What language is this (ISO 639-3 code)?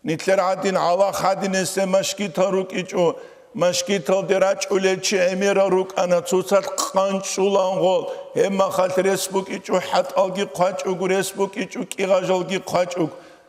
ava